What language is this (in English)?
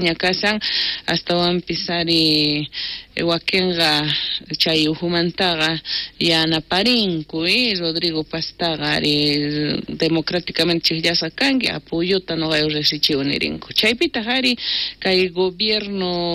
South Bolivian Quechua